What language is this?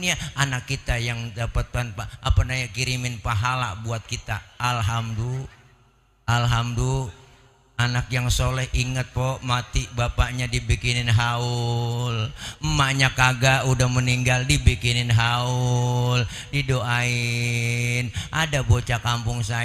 Betawi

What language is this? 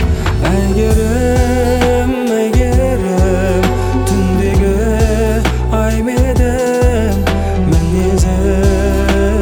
Kazakh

